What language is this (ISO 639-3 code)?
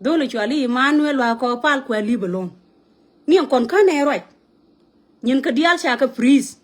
nus